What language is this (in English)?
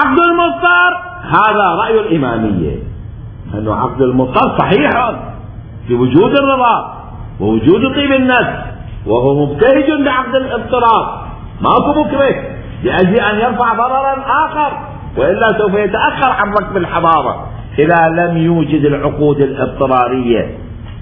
Mesopotamian Arabic